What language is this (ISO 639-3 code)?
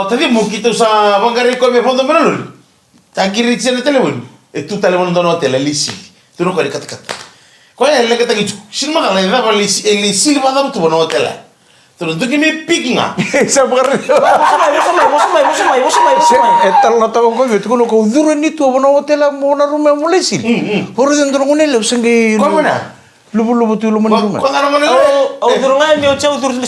fij